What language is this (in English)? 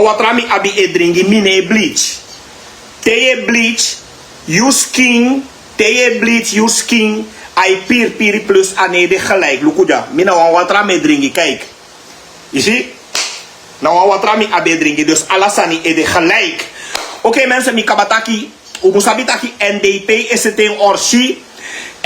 Sranan Tongo